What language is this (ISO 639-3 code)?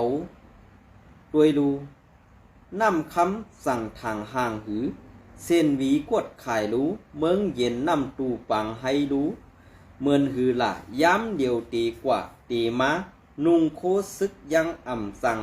shn